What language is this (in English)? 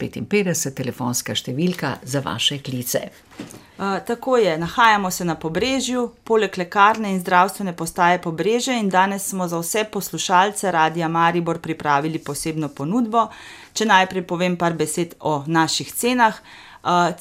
Slovenian